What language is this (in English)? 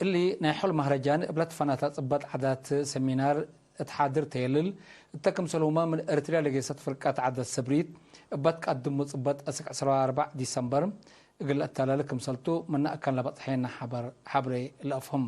Tigre